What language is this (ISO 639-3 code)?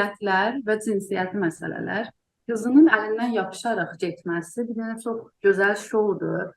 azb